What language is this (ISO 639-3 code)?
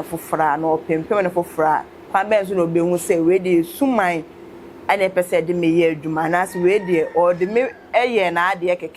aka